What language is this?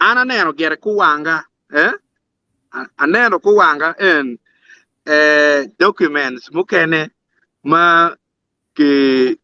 Acoli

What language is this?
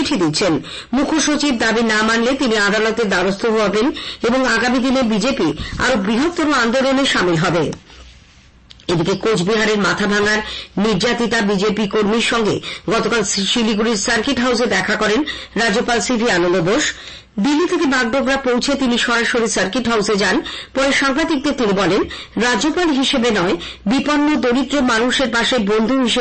Bangla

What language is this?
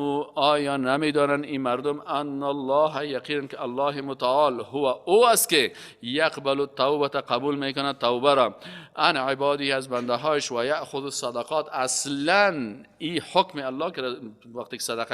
Persian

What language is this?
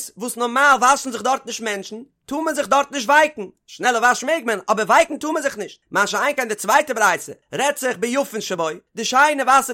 Yiddish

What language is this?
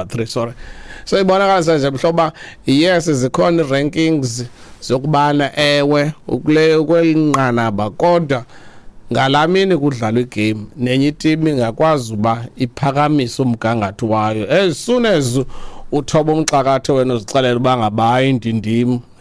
Xhosa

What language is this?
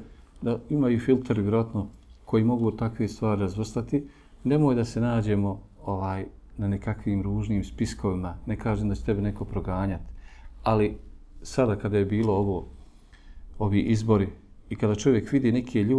Bosnian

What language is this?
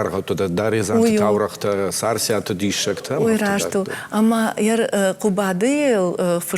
Ossetic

